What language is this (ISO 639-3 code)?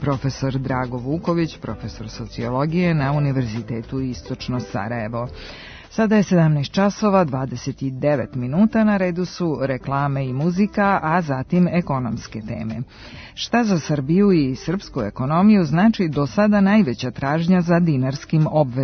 srp